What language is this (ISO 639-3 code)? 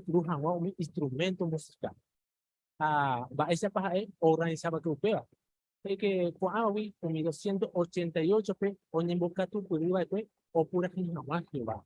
grn